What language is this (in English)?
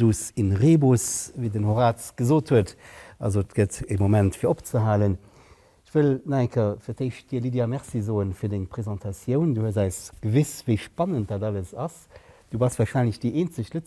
Luxembourgish